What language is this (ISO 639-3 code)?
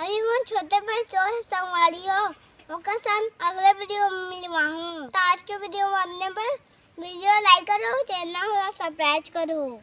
hne